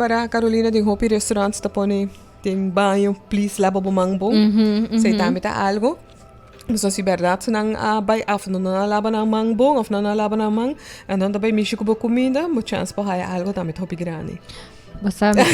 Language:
Papiamento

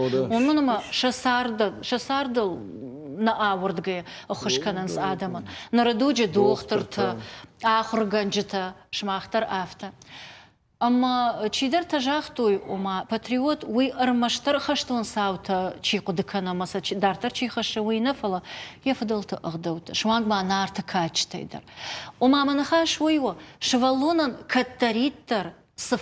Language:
Ossetic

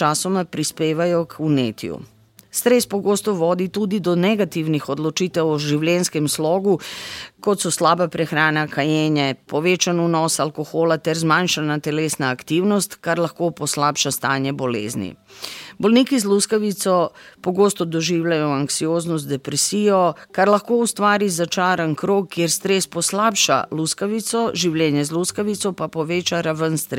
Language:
Slovenian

